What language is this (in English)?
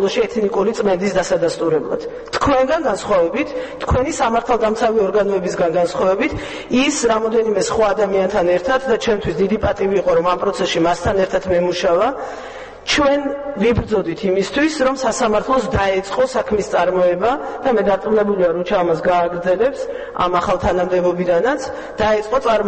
Georgian